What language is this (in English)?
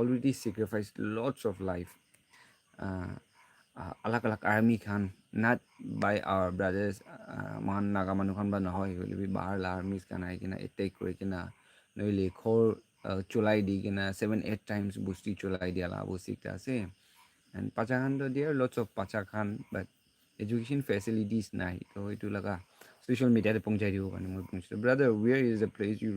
Naga Pidgin